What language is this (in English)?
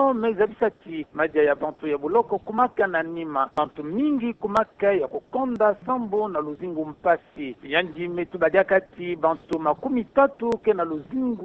Kituba (Democratic Republic of Congo)